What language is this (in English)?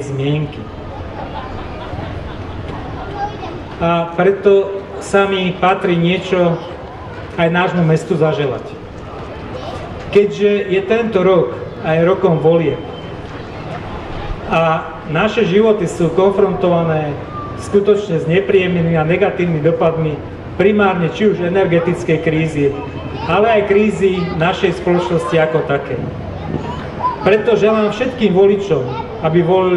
Slovak